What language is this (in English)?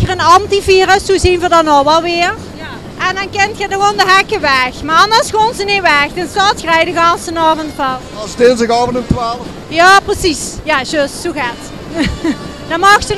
Limburgish